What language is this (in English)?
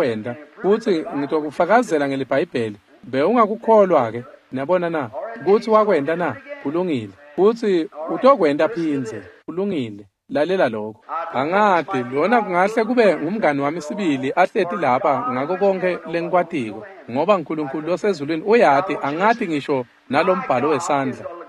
Swati